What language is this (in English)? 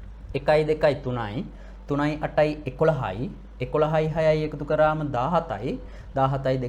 Sinhala